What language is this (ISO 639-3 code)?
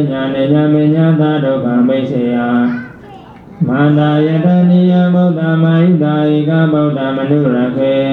mya